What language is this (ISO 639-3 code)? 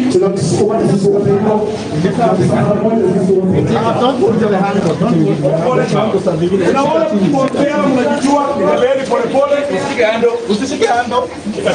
swa